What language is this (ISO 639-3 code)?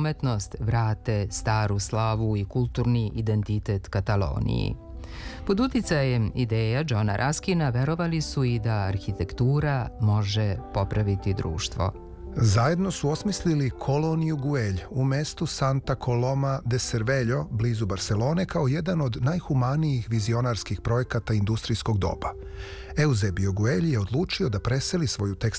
srp